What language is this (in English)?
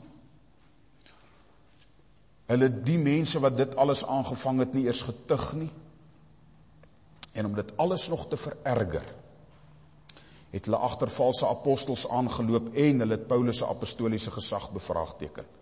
Afrikaans